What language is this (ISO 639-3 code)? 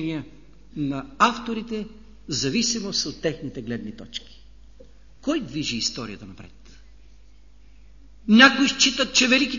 bul